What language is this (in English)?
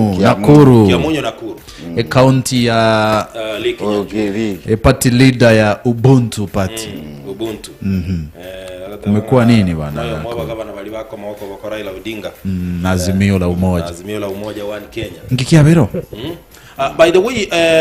Gusii